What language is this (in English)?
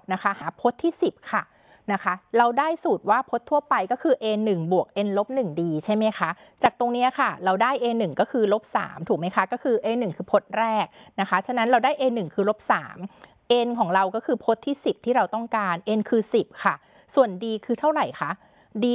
Thai